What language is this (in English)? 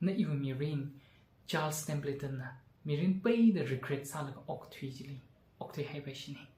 Tangkhul Naga (India)